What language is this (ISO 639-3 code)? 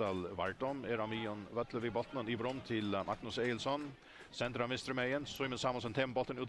fao